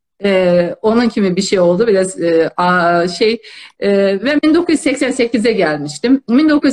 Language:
South Azerbaijani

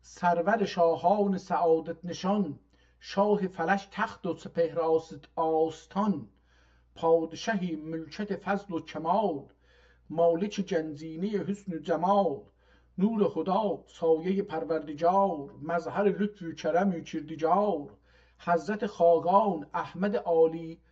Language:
South Azerbaijani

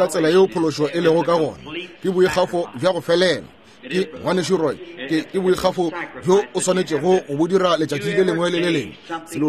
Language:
Northern Sotho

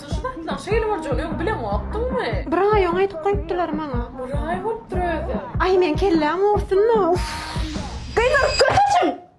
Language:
Turkmen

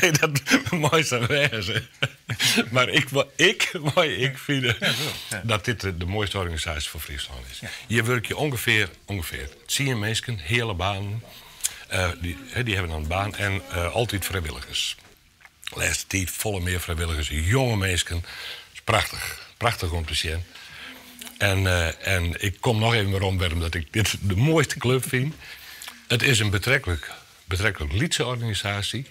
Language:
Western Frisian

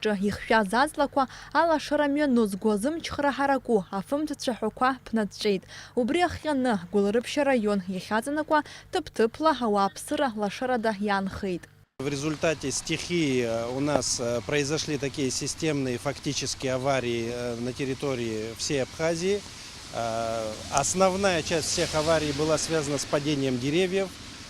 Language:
Abkhazian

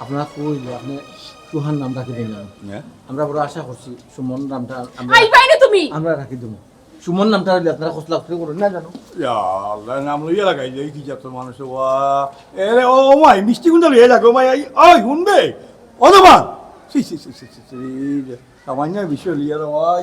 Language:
Sylheti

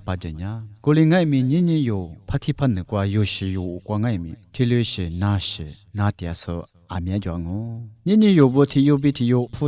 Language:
Lisu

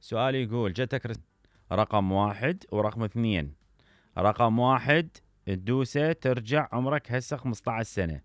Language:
Mesopotamian Arabic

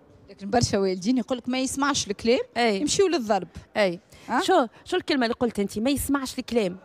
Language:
Tunisian Arabic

